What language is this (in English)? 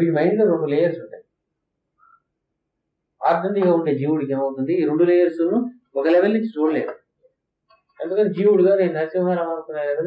Telugu